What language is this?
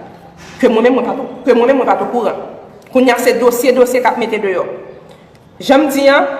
Haitian Creole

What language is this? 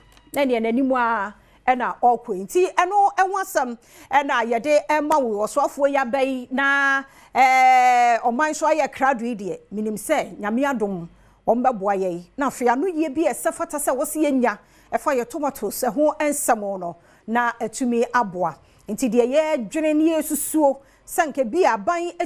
Akan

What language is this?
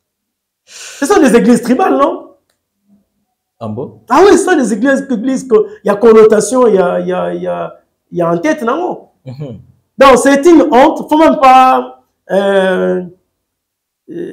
French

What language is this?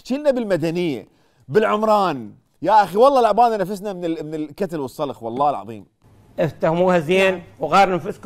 Mesopotamian Arabic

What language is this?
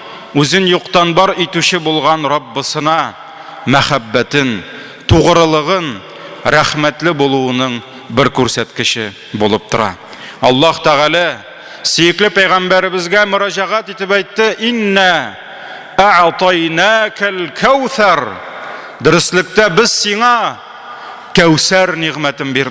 Tatar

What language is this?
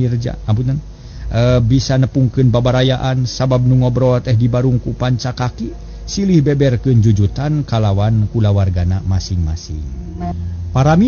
Sundanese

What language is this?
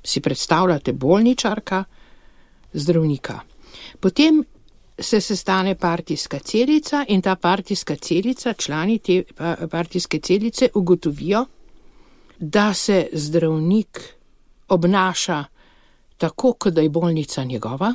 Slovenian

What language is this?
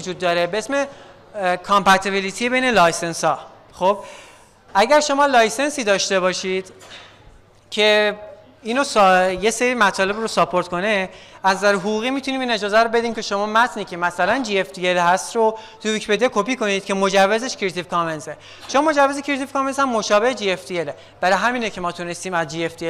Persian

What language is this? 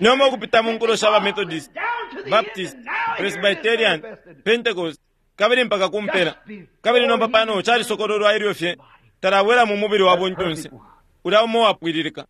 Bemba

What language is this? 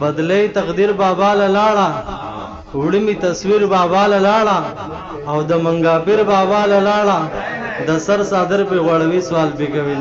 Pashto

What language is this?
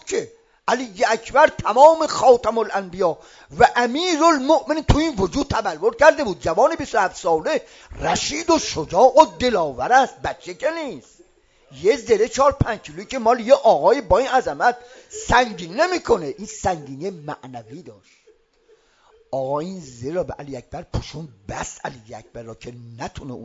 Persian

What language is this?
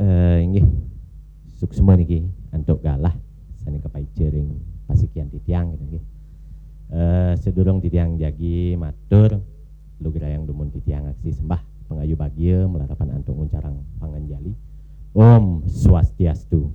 Balinese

